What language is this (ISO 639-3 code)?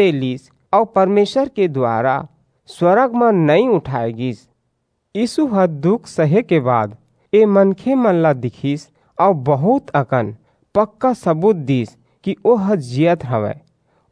hne